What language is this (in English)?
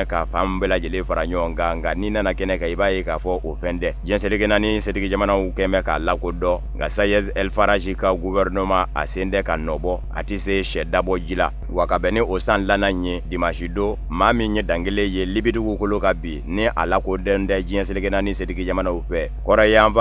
Bambara